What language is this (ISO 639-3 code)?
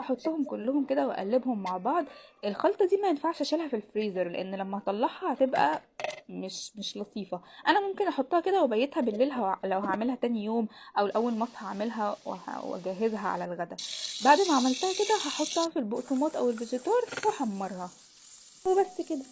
arz